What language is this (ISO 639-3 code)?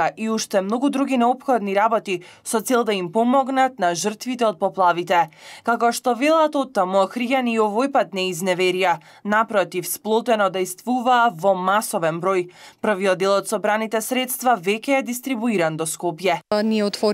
mkd